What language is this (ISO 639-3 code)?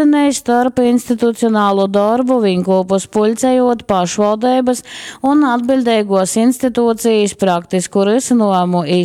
ltg